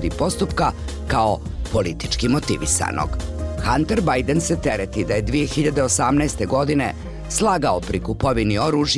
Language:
Serbian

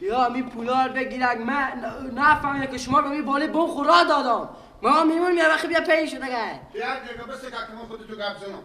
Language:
Persian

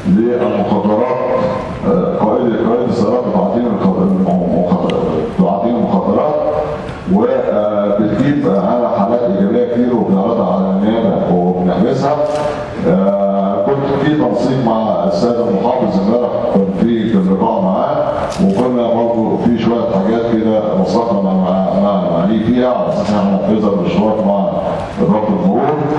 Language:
Egyptian Arabic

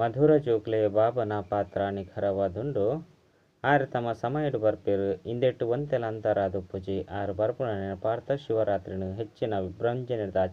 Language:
Tulu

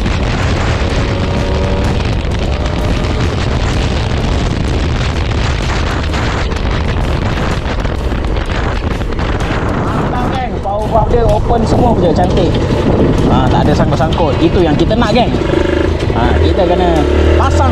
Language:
Malay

